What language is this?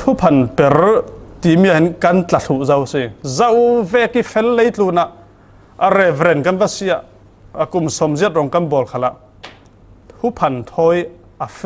Falam Chin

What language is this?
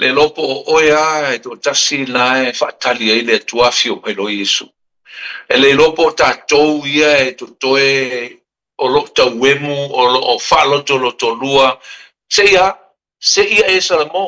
Samoan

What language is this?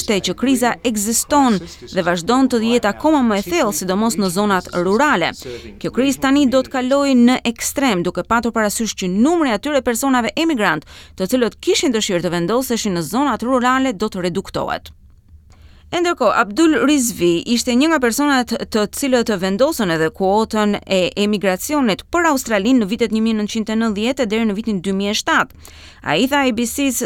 Albanian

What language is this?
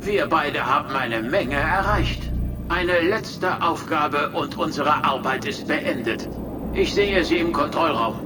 Bavarian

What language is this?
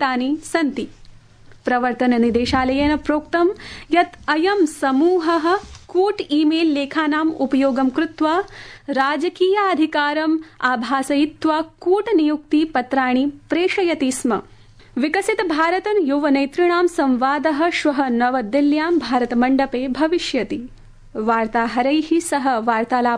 Sanskrit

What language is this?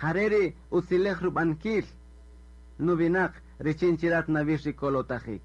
Kaqchikel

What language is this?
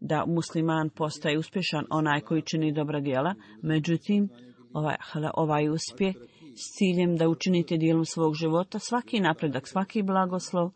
Bosnian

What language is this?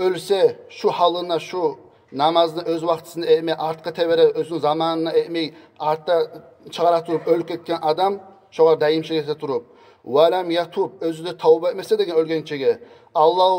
Kumyk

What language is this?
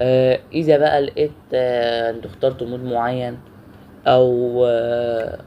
Egyptian Arabic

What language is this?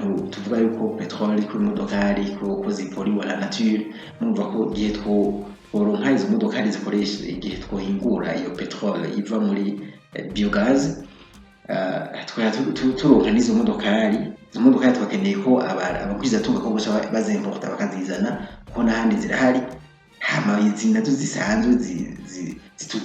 Rundi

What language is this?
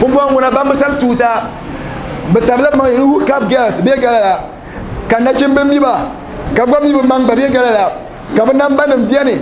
Dagbani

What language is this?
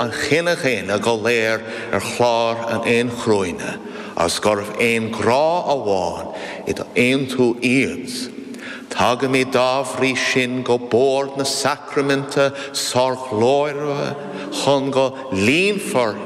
Irish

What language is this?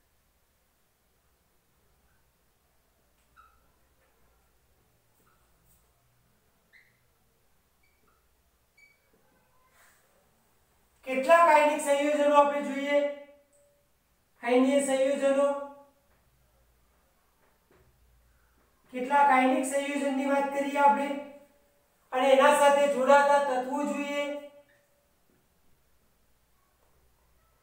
Gujarati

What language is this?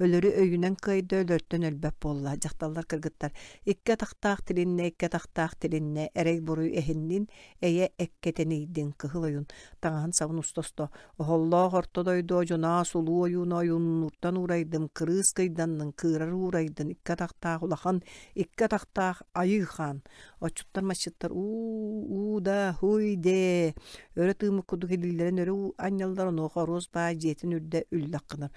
Yakut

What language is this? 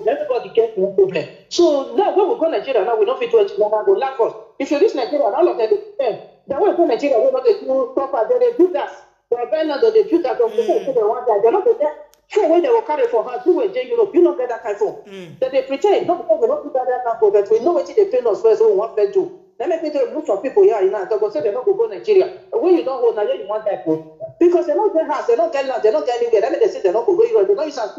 Nigerian Pidgin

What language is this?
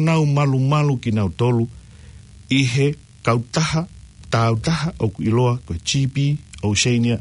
Tongan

